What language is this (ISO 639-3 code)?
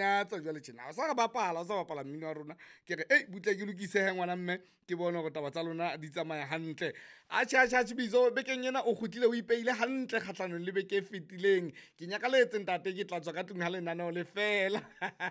sot